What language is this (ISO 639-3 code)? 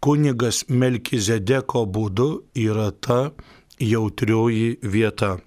lit